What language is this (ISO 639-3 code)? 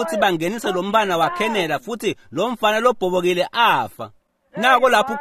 ssw